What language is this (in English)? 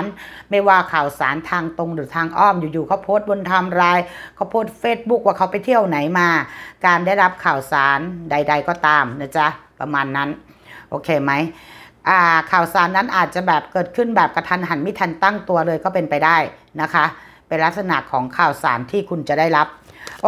Thai